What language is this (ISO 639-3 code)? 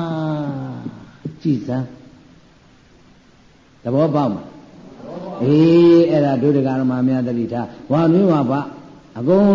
mya